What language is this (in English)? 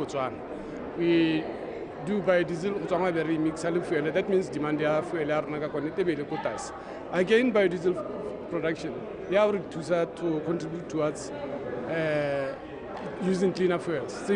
Tswana